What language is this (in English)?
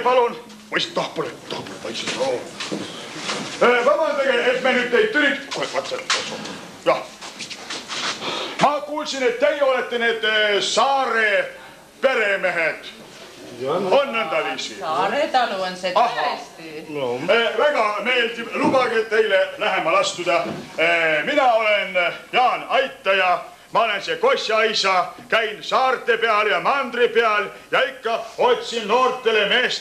Estonian